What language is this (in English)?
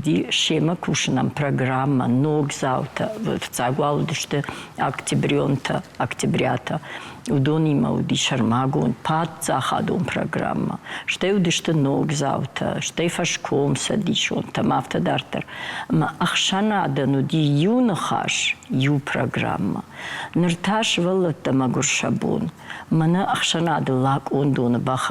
Ossetic